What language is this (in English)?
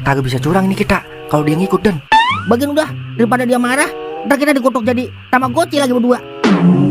Betawi